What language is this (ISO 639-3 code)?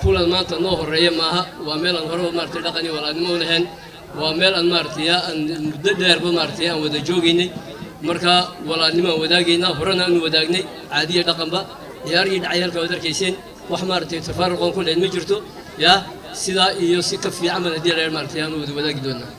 som